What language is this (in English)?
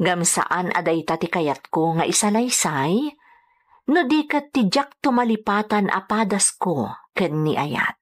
Iloko